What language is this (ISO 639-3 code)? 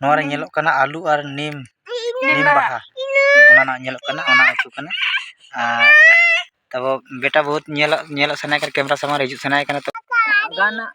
sat